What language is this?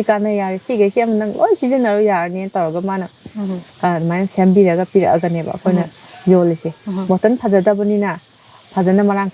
Manipuri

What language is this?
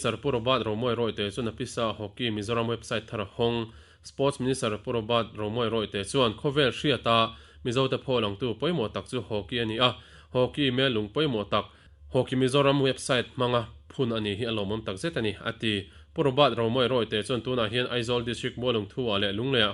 Mizo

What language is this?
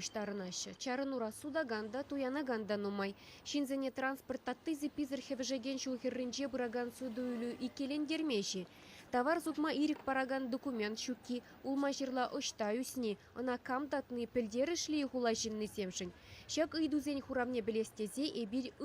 Chuvash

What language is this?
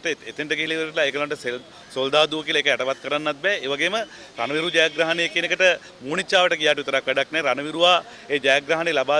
Sinhala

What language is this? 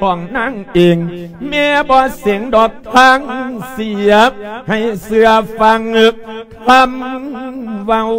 Lao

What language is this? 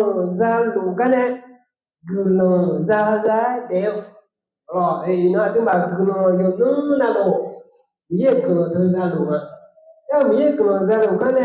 Akha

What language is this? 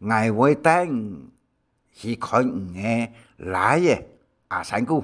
Hakka Chinese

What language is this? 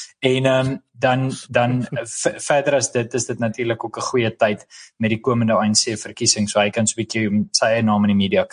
Afrikaans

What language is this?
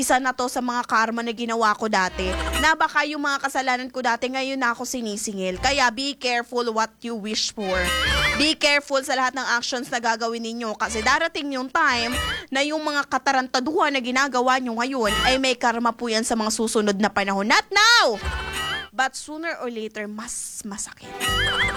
Filipino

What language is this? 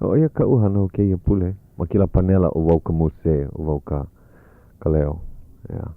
Hawaiian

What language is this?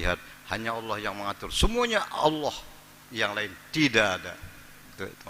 Banjar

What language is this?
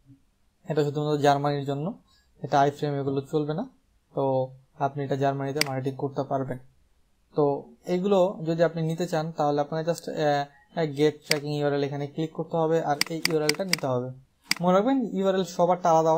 Bangla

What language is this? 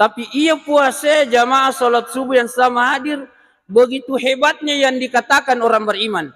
Buginese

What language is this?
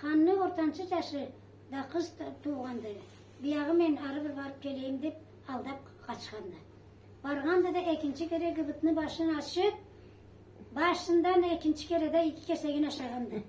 Karachay-Balkar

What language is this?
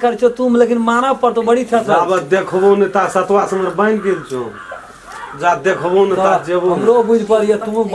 Maithili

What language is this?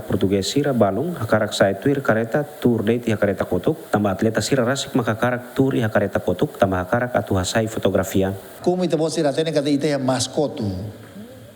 Tetum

